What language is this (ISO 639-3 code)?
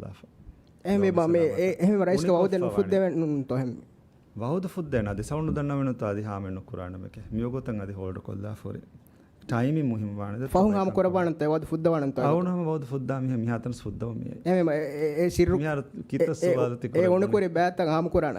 div